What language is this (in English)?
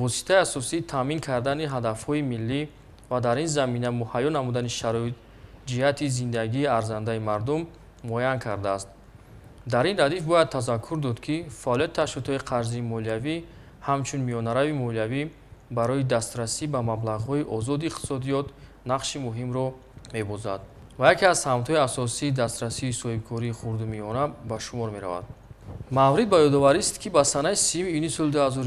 Tajik